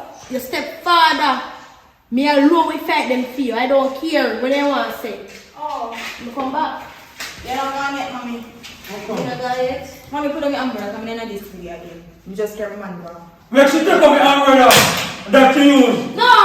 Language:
Jamaican Creole English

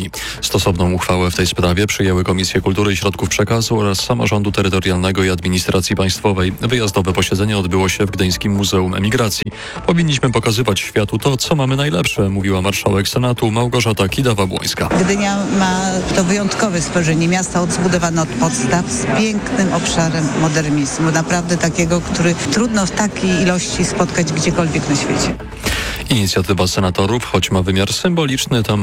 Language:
Polish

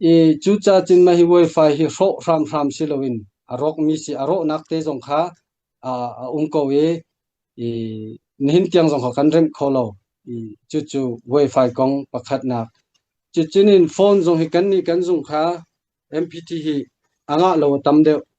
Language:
Hakha Chin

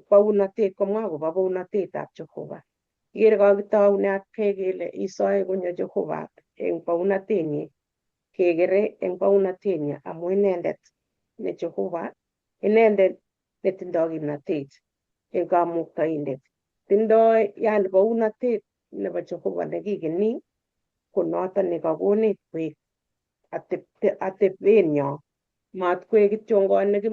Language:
Kalenjin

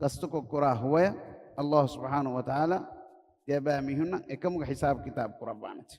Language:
Divehi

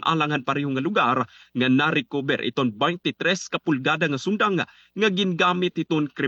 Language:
Waray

